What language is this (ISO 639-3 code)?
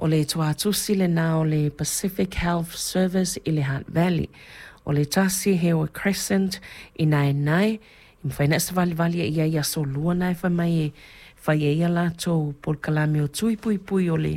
smo